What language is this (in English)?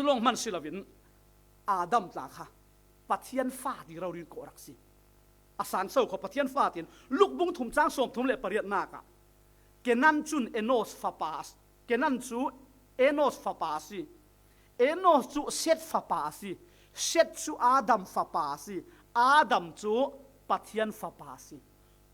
Falam Chin